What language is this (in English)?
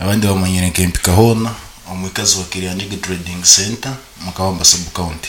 Nyankole